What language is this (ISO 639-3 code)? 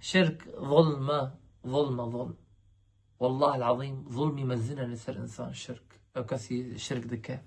kur